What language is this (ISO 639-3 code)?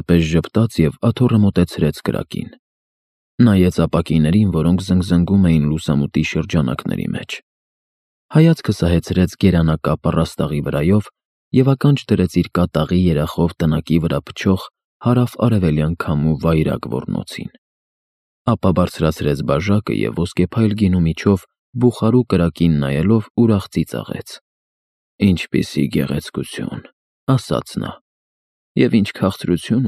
hye